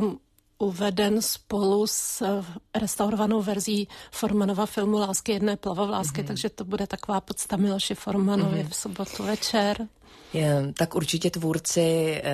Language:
Czech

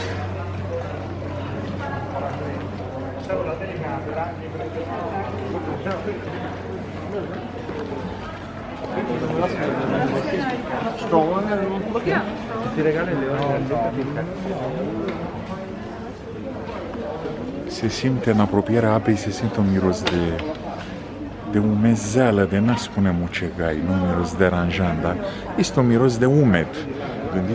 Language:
Romanian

